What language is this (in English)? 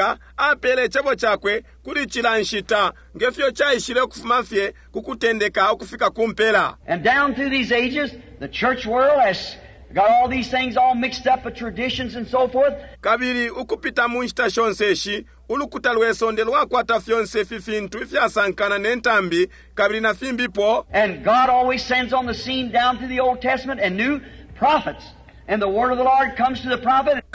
Bemba